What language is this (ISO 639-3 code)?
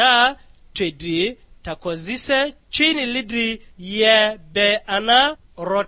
lgg